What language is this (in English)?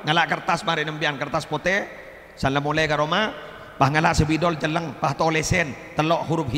Madurese